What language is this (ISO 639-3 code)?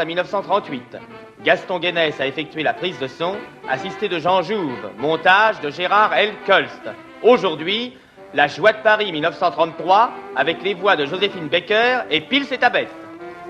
fra